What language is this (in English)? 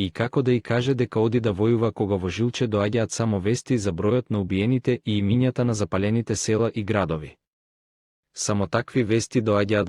Macedonian